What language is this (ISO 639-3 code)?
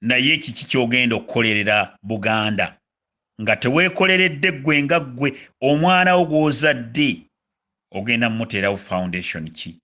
lug